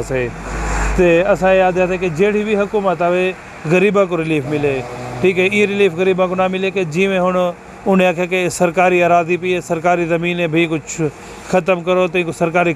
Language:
Saraiki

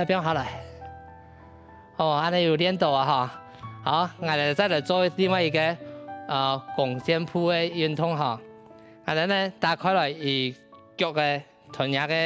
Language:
Hakka Chinese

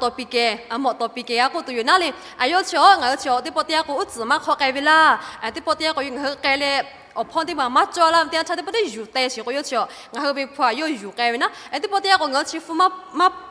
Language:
Lahu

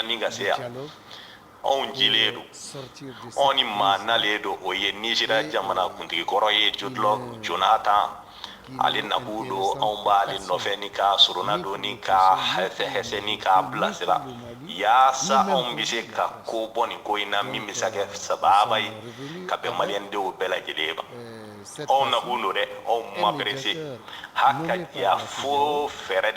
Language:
Bambara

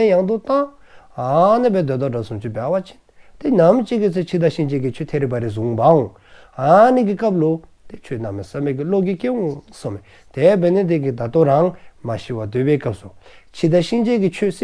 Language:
Dzongkha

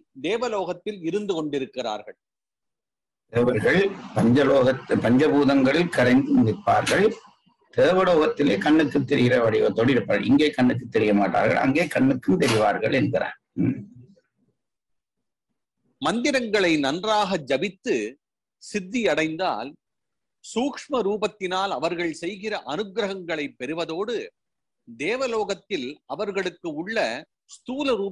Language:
Tamil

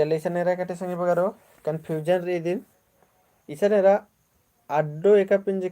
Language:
Kurukh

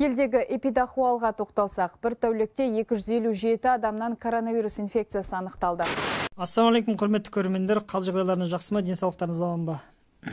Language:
Kazakh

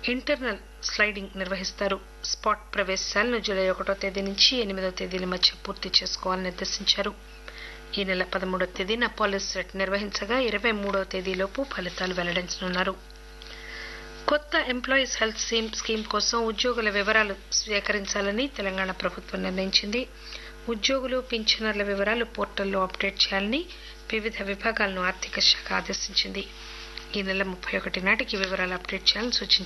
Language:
Telugu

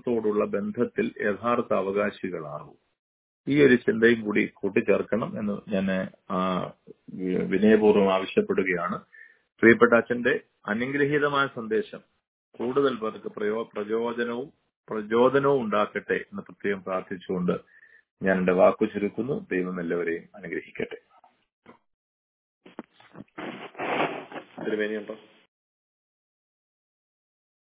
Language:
Malayalam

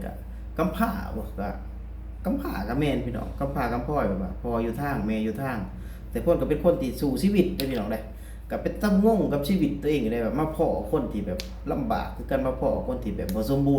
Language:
Lao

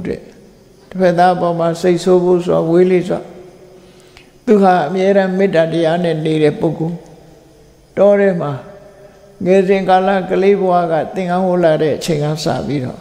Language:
Burmese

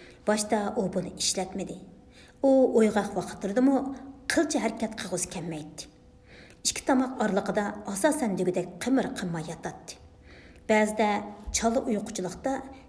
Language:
Uyghur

